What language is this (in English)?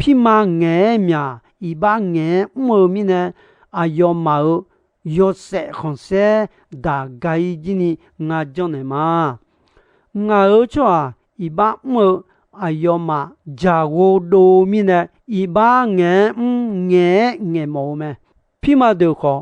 Akha